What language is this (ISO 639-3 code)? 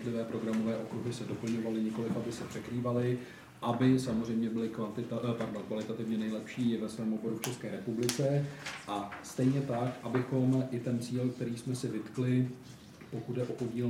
ces